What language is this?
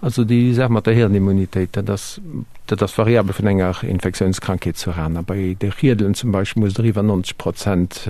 Luxembourgish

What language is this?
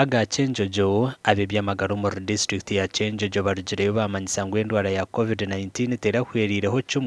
Nyankole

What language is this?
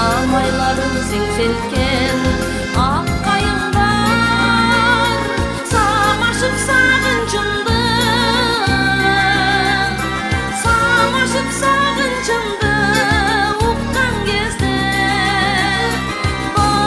Kyrgyz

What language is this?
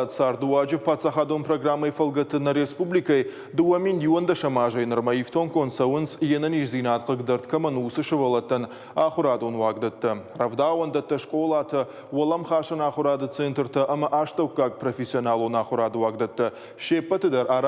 Ossetic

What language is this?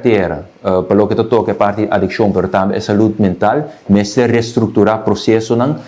Papiamento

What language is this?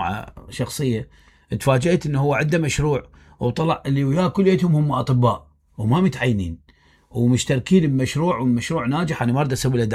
Mesopotamian Arabic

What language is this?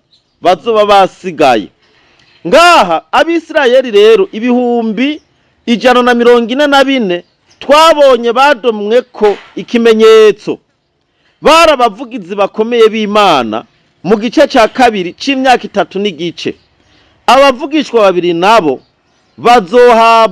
Rundi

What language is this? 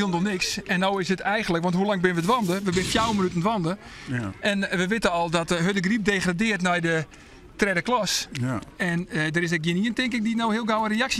Western Frisian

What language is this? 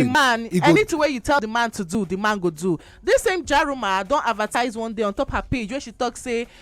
Nigerian Pidgin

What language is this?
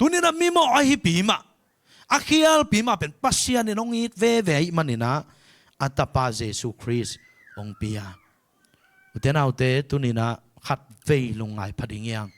Tedim Chin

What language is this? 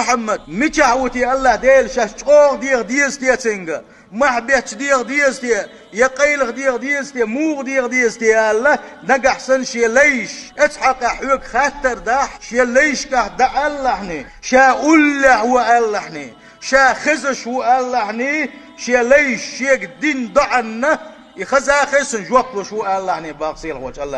Chechen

